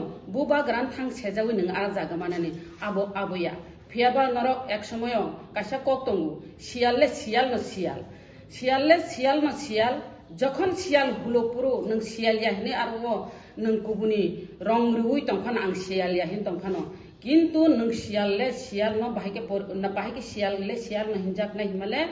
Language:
Kok Borok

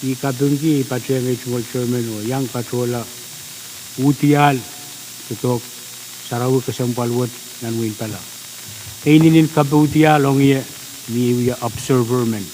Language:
Pohnpeian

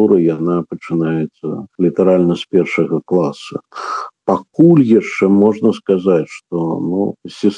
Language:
Belarusian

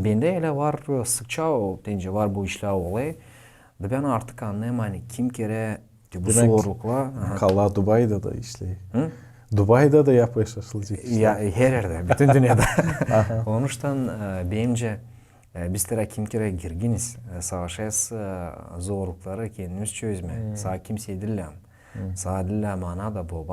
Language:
Gagauz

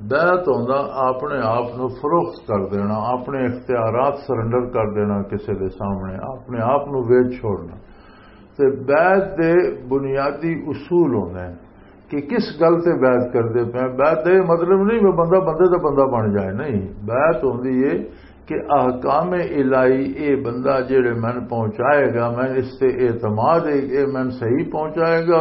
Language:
Western Panjabi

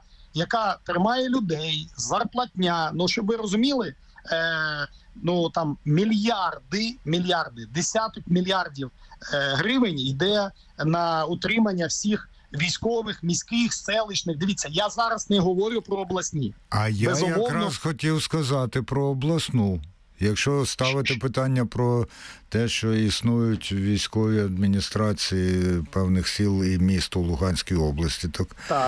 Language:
Ukrainian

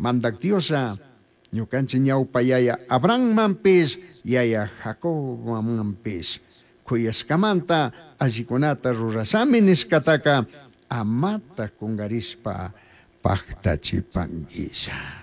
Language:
Chimborazo Highland Quichua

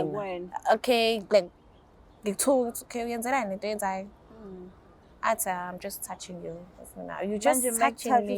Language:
Zulu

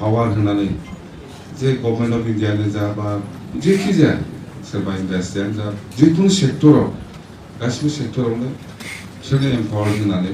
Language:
Bodo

